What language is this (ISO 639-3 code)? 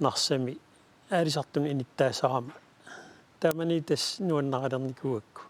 kal